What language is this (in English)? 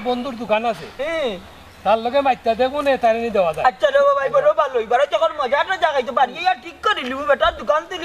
Sylheti